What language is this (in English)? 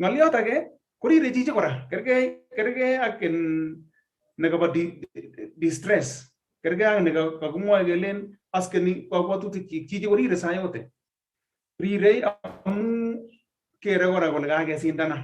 Kalenjin